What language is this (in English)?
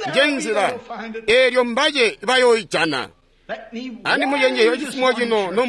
Tonga (Zambia)